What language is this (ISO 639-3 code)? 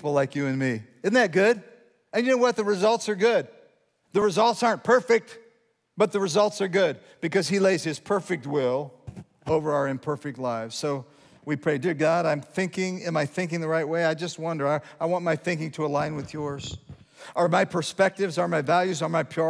eng